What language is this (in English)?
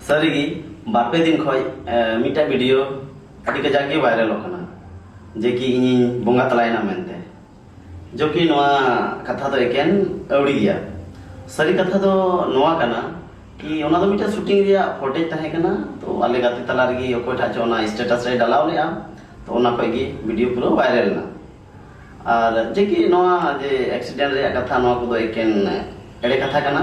Santali